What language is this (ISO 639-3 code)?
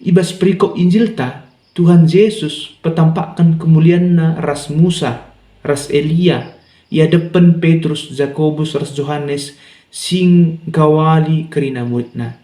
btx